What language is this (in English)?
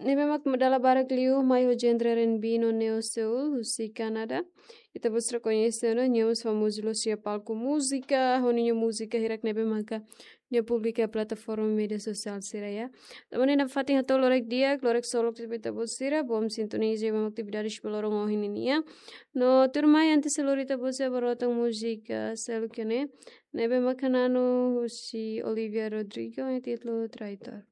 Tetum